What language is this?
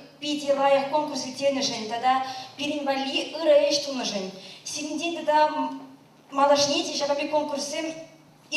Chuvash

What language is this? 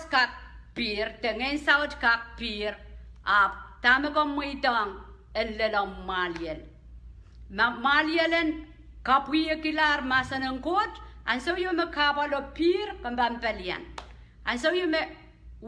Pohnpeian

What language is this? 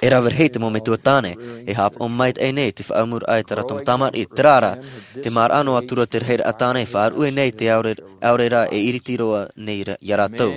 Tahitian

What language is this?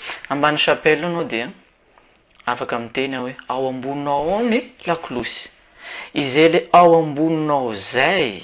Malagasy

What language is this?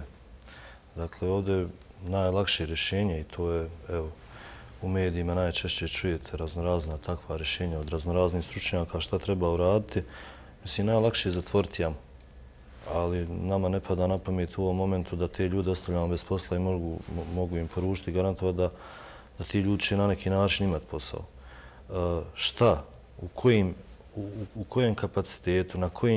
Bosnian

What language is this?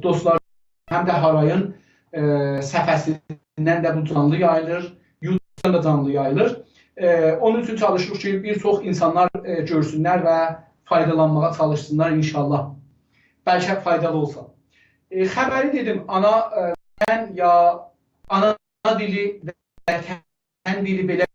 South Azerbaijani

